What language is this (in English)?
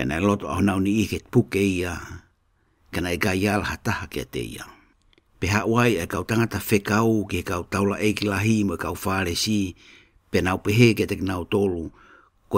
Tongan